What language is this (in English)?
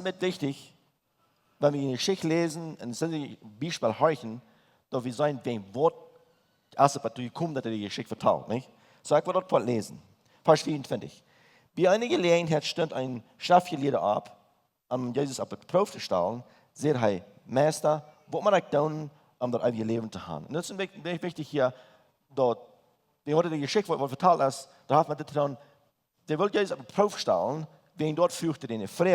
Plautdietsch